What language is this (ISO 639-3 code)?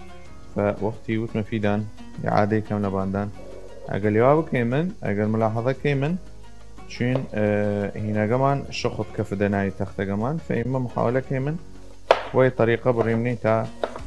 sdh